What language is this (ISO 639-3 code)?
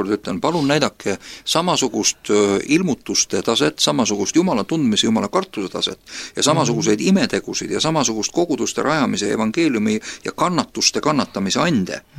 est